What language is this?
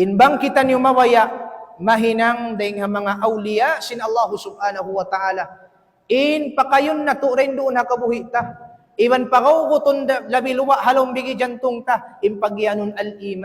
Tausug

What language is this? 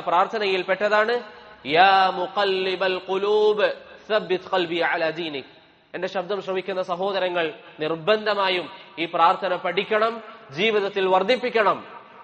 Malayalam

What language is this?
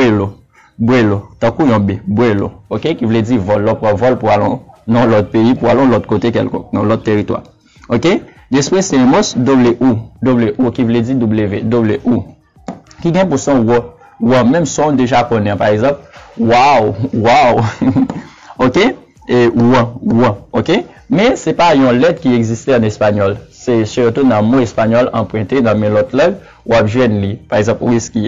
Haitian Creole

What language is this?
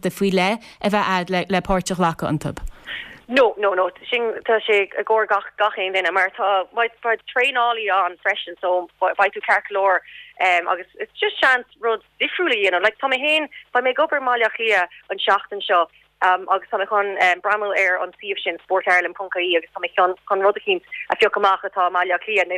Irish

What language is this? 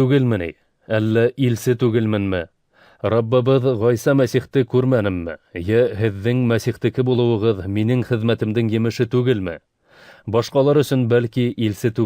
Bashkir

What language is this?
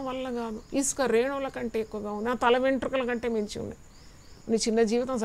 Telugu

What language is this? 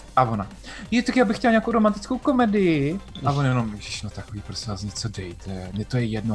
Czech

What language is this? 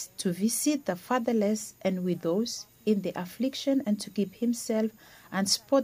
Bislama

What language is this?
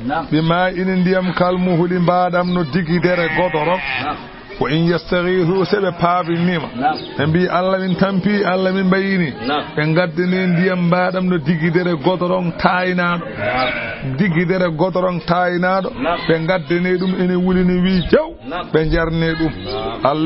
Fula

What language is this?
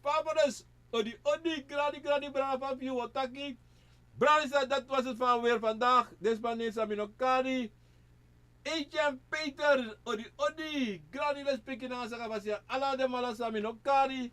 Sranan Tongo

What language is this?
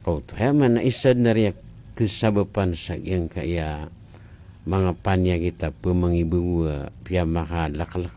Maranao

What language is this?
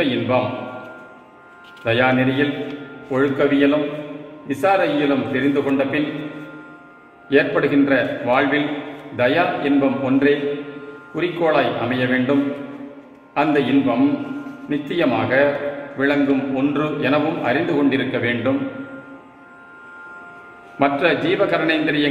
Tamil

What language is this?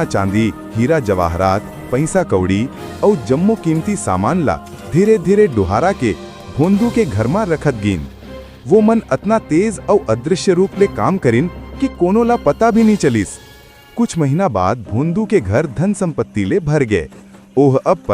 Chhattisgarhi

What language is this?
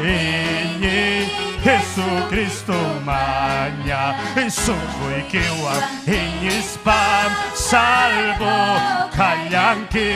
Ayacucho Quechua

